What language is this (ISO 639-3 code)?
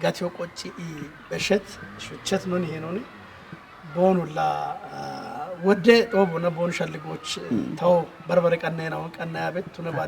kbr